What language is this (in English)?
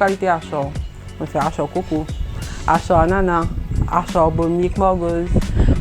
Morisyen